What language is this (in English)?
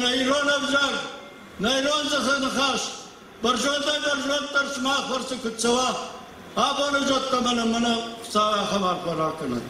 Ossetic